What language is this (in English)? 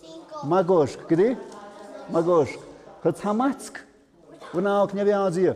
Tlahuitoltepec Mixe